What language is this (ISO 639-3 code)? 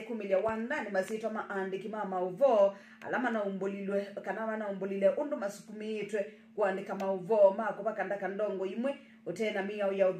kam